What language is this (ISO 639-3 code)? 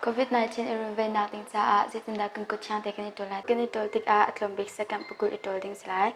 cnh